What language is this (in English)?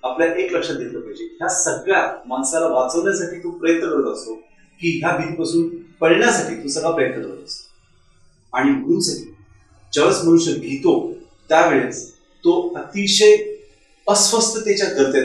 Marathi